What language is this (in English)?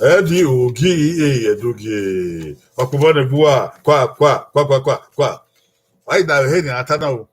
Bini